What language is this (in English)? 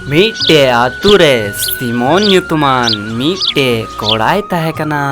Santali